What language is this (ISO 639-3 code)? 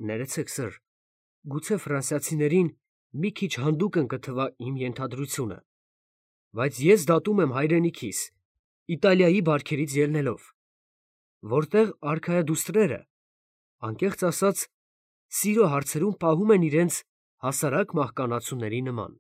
hye